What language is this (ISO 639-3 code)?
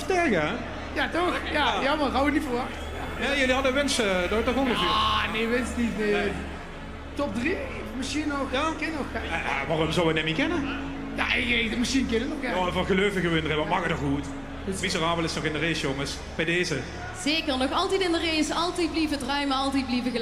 lim